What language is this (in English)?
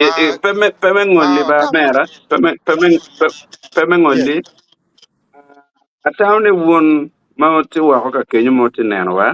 Acoli